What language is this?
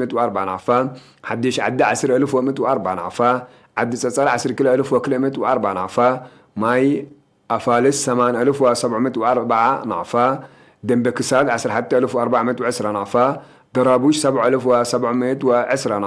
Tigre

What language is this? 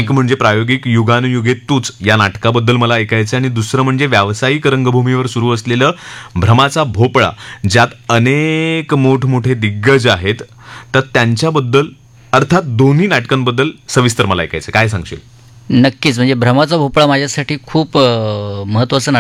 Marathi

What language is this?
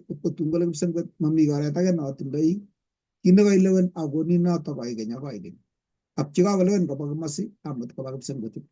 Kalenjin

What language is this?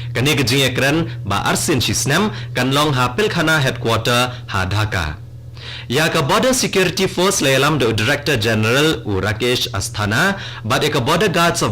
Khasi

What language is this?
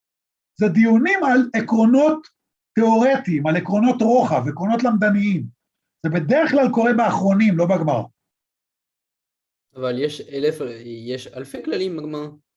Hebrew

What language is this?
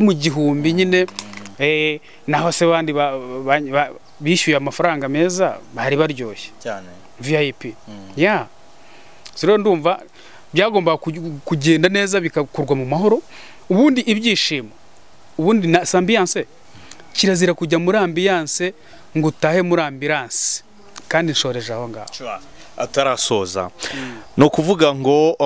Kinyarwanda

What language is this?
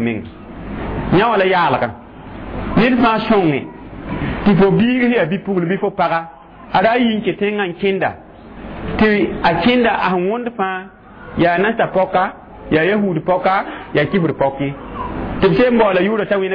Mossi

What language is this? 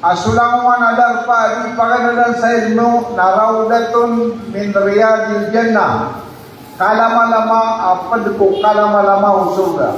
Maranao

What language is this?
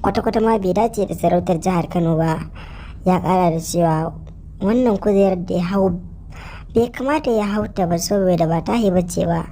Hausa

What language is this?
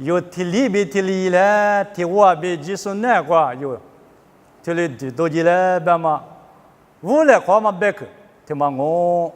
Lisu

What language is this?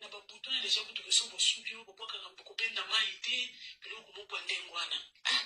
Lingala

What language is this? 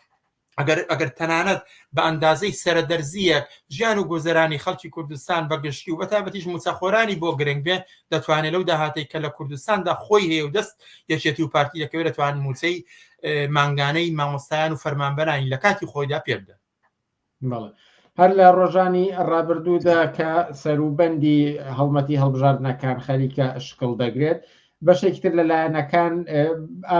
Central Kurdish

